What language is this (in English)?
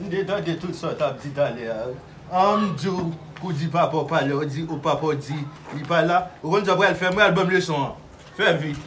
Haitian Creole